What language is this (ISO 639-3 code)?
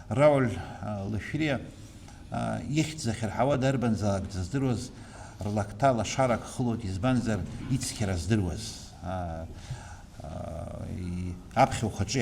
abk